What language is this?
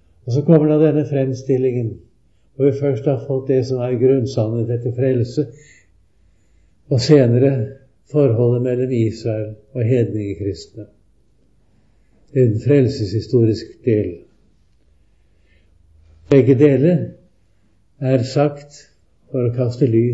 Norwegian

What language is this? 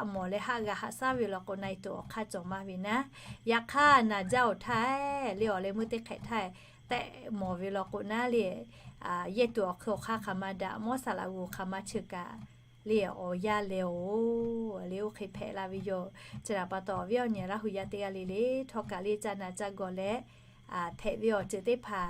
Lahu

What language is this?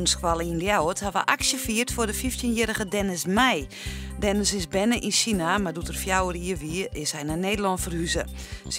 Western Frisian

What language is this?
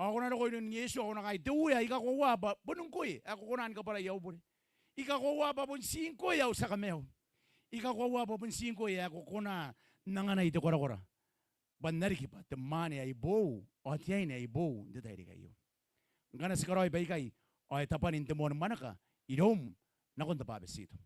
Gilbertese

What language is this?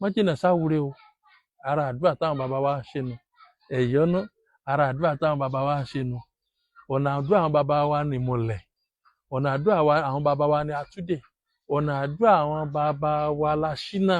Yoruba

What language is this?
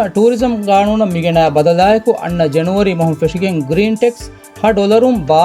Divehi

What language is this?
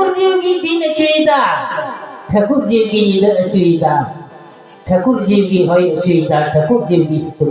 Santali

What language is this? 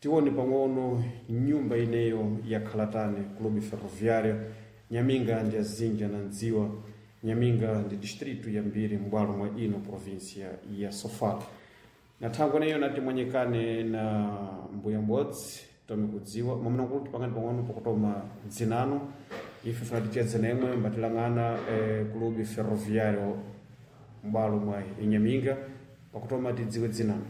Sena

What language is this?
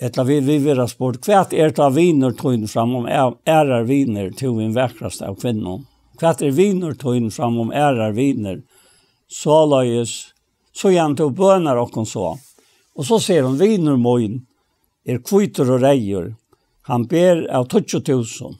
Faroese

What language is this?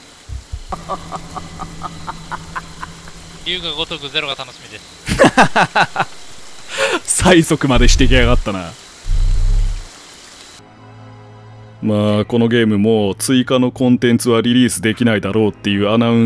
Japanese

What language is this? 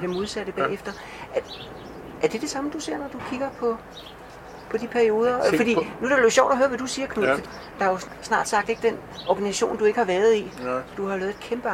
Danish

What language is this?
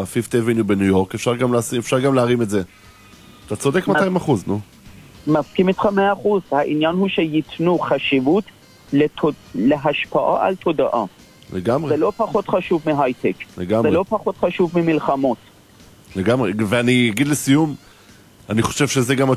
Hebrew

